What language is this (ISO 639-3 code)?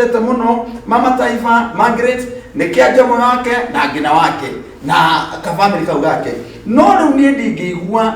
kik